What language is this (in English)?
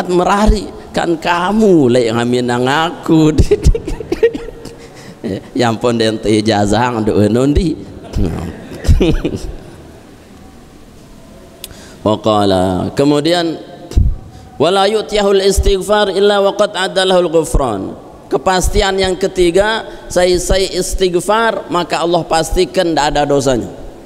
Indonesian